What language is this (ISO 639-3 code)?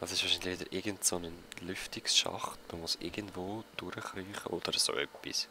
gsw